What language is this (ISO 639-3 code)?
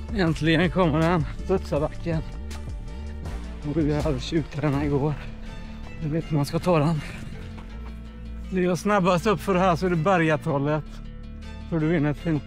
swe